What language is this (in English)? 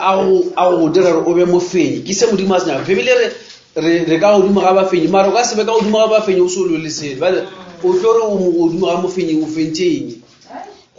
Northern Sotho